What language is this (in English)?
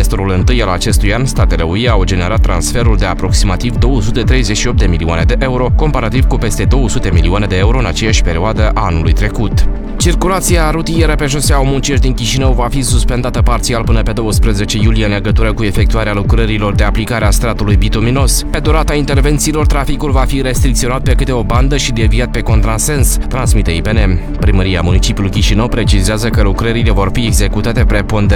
Romanian